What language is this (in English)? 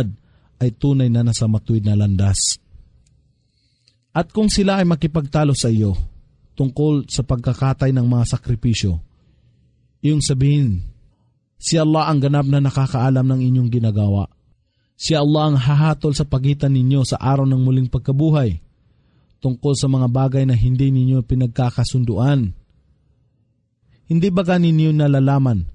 Filipino